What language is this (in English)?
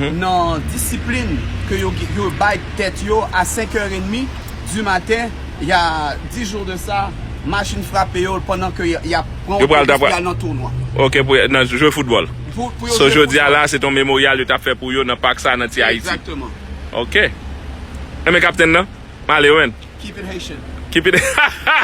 Haitian Creole